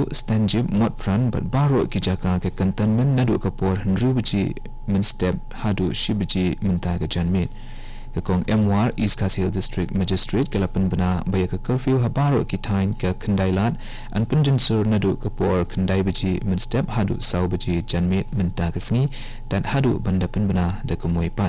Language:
Khasi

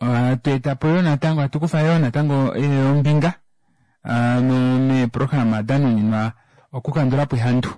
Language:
Kuanyama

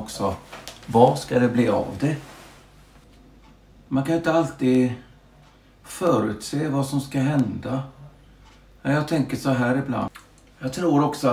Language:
Swedish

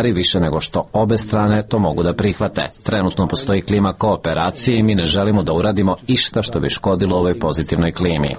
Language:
Serbian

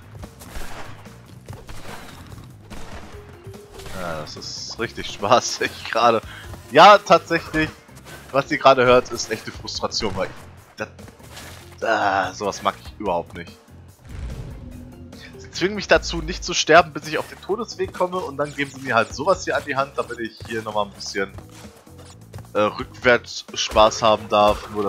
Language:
German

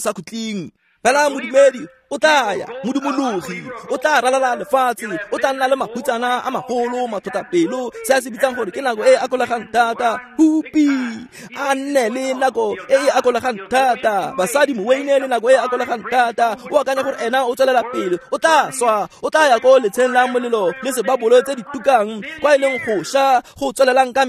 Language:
Tswana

